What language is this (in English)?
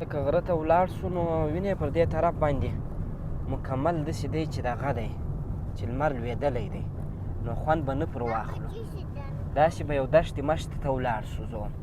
Pashto